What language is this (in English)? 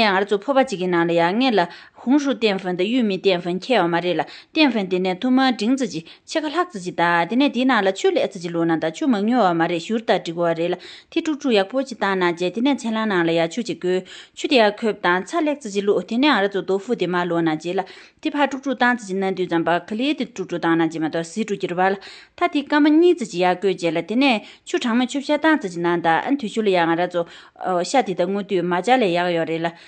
Tibetan